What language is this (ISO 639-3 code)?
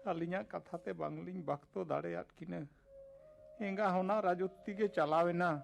sat